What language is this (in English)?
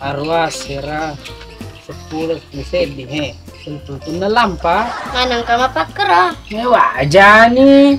Buginese